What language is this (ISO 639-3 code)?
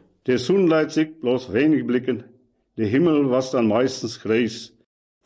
wep